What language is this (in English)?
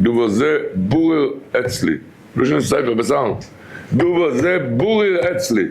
Yiddish